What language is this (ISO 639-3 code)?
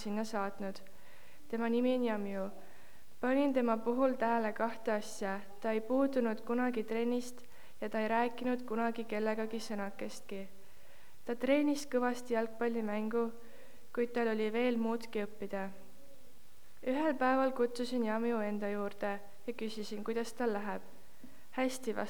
est